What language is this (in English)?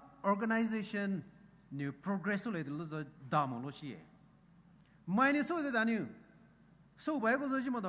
Poumei Naga